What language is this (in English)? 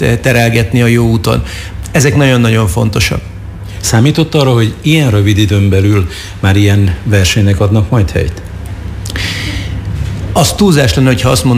Hungarian